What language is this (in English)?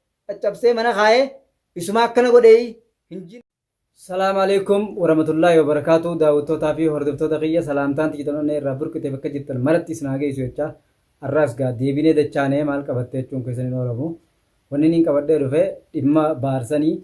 Oromo